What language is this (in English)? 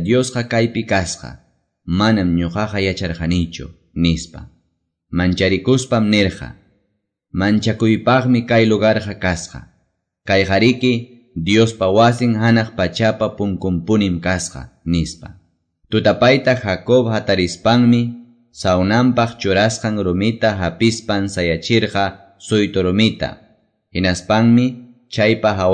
Quechua